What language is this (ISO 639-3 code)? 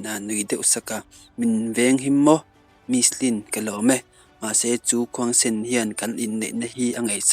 lus